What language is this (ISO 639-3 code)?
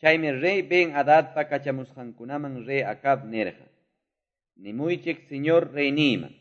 que